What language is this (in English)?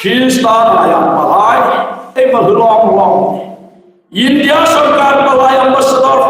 Hmar